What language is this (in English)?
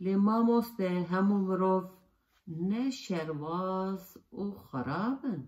Kurdish